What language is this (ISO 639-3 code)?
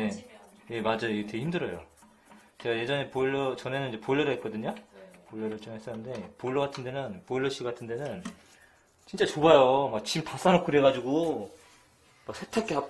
kor